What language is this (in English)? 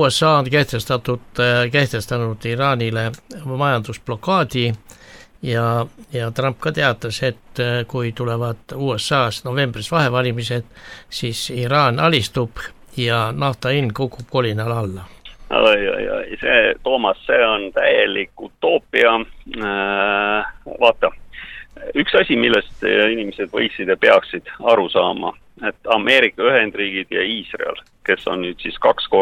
Estonian